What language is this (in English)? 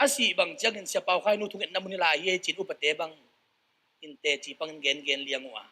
Tedim Chin